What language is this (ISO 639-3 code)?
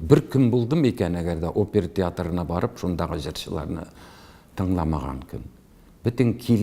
tat